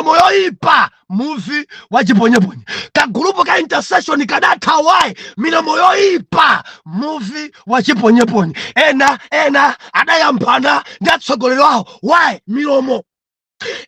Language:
Nyanja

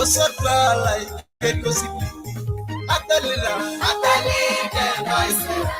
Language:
Masai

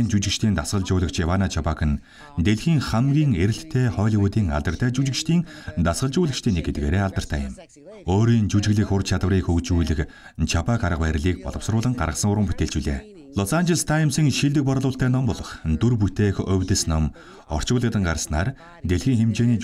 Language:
Mongolian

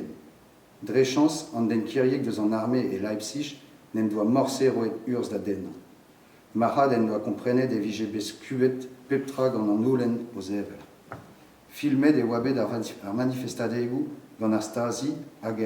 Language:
Breton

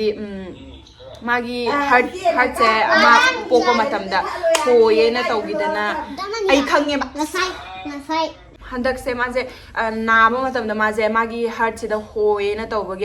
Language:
Manipuri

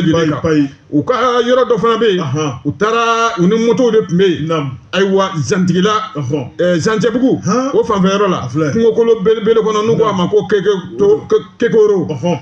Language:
Bambara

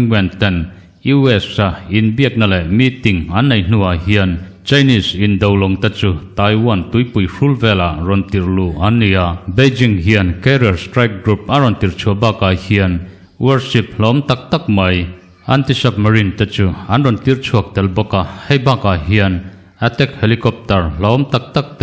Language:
Mizo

